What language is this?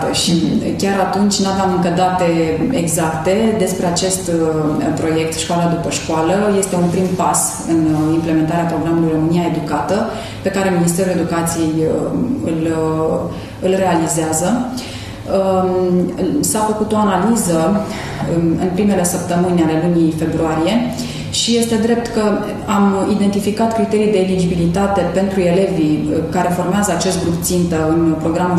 Romanian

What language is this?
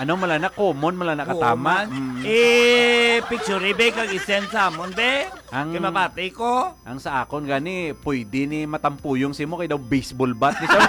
Hiligaynon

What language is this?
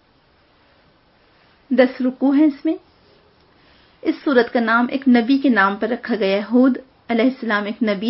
Urdu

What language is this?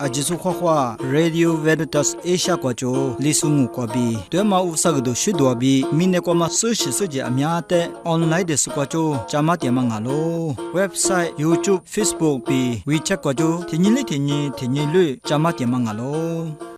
Lisu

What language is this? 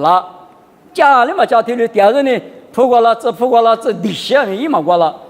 Lisu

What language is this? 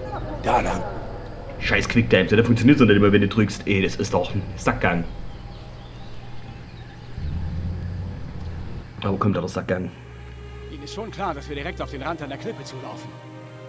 German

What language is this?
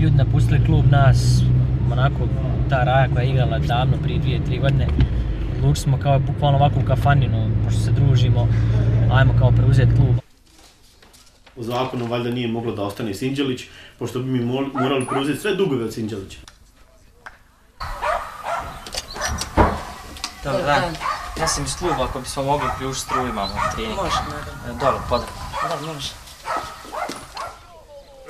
Bosnian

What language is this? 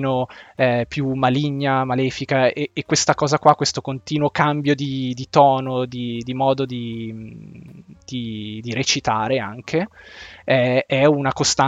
Italian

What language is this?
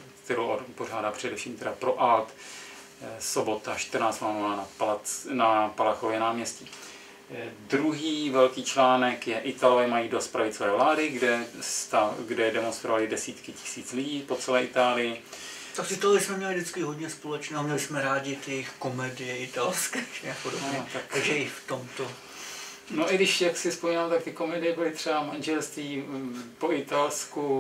Czech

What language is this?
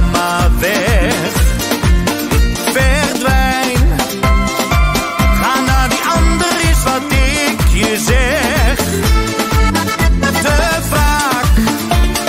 Dutch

